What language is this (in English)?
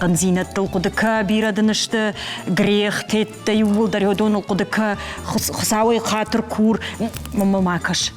Ossetic